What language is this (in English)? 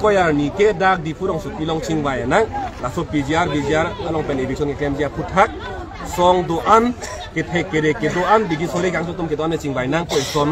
Karbi